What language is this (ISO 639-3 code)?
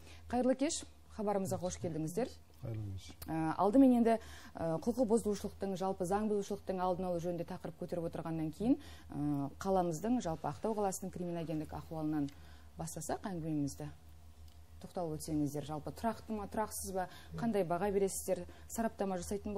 kaz